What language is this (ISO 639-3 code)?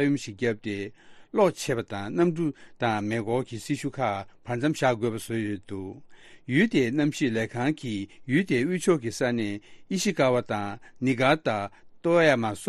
bod